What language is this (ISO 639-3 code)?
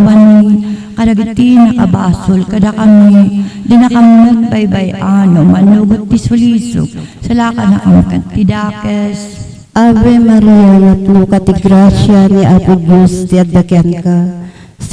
ilo